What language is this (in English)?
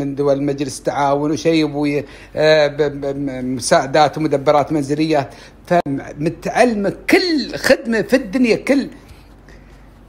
Gulf Arabic